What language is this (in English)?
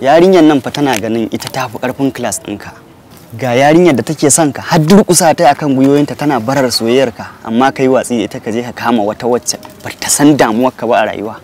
Hausa